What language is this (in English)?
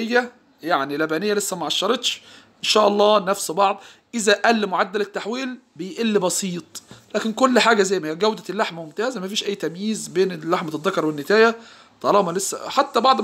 Egyptian Arabic